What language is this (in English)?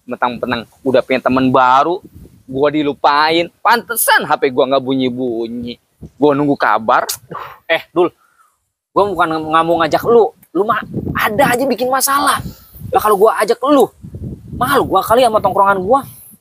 Betawi